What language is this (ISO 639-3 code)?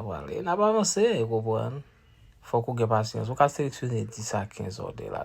hat